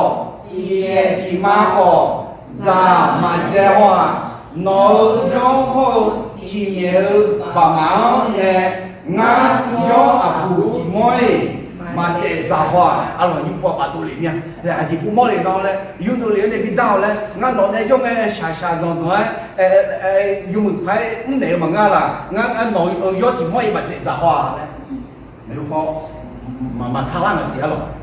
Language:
Akha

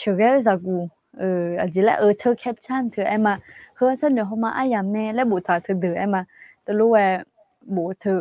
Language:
Akha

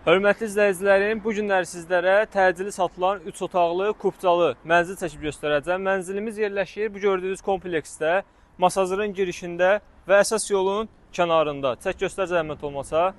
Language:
Azerbaijani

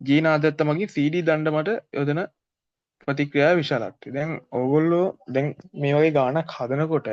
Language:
Sinhala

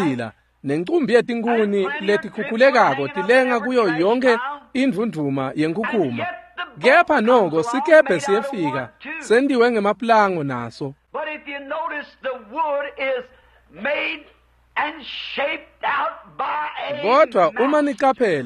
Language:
Swati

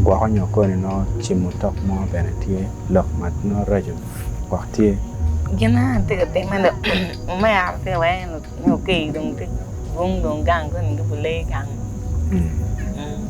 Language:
Acoli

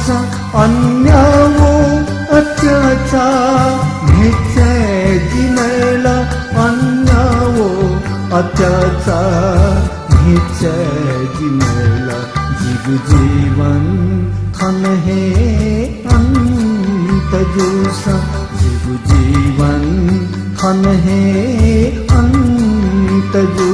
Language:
Newari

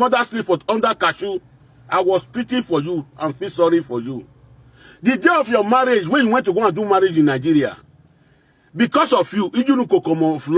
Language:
Nigerian Pidgin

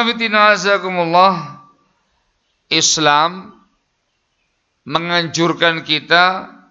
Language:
Indonesian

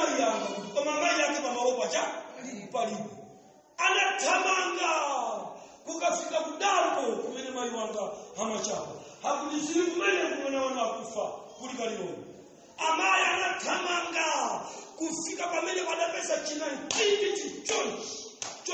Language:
Nyanja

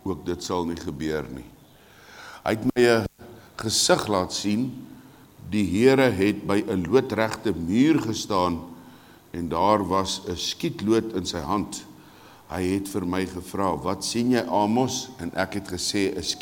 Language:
Afrikaans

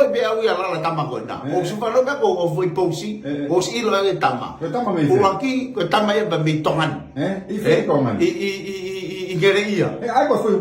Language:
Tongan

